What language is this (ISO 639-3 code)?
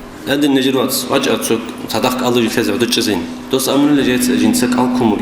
ava